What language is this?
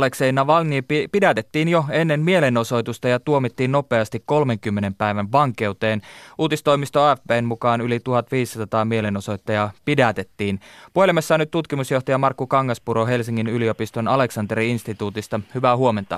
Finnish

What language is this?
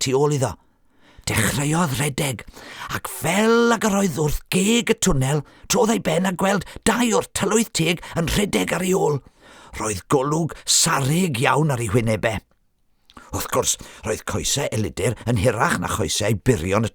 Welsh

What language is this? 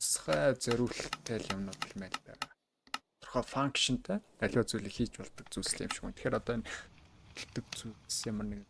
Mongolian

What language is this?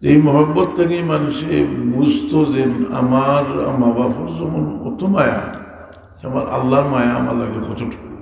Sylheti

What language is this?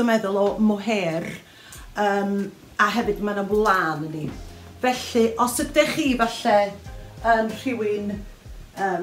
Welsh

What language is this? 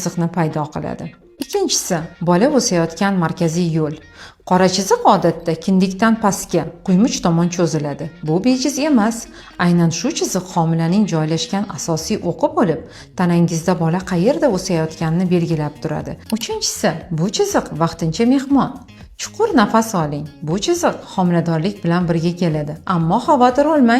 Uzbek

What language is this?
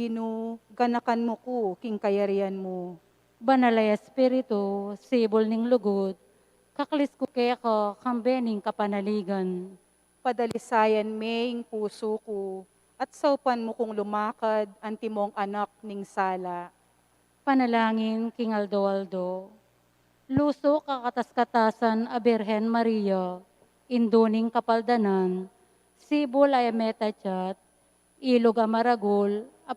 Pampanga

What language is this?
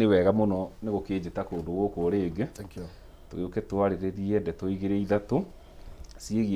Kikuyu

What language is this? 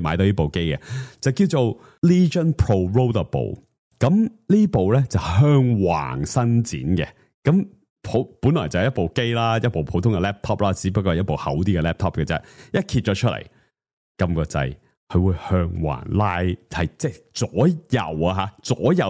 Cantonese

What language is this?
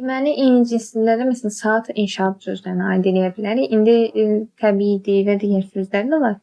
Azerbaijani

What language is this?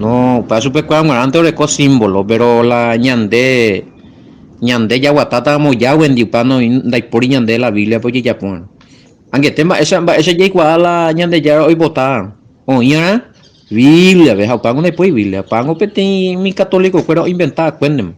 Guarani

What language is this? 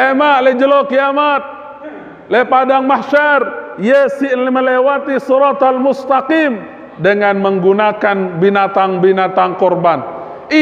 Sasak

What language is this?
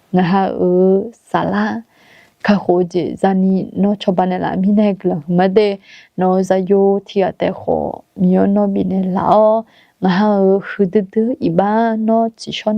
Akha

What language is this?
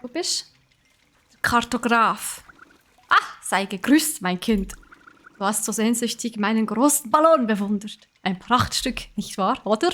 Swiss German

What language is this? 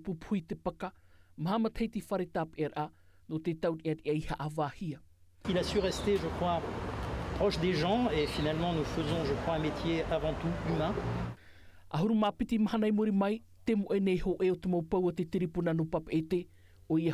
Tahitian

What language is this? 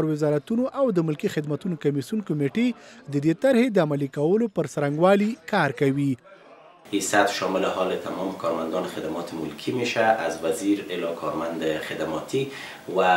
Pashto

